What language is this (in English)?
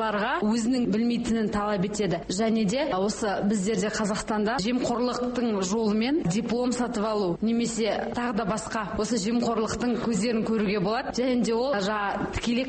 Kazakh